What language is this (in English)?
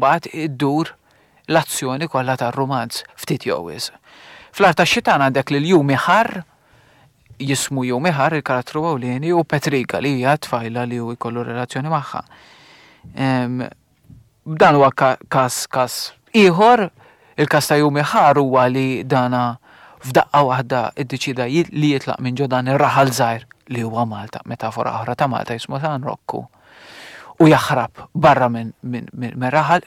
Maltese